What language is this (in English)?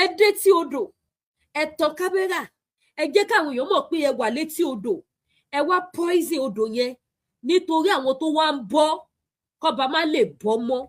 Yoruba